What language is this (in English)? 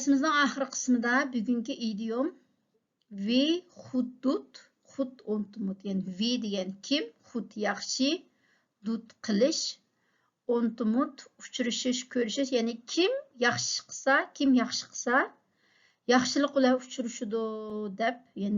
Uyghur